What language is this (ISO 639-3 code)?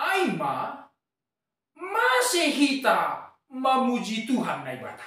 bts